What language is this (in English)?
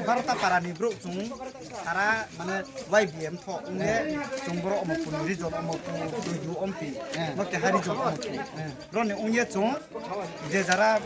Riang (India)